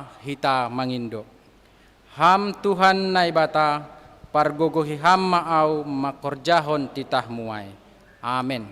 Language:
Batak Simalungun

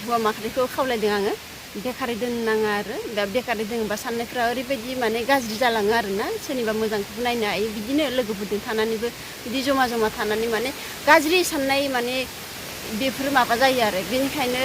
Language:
Bodo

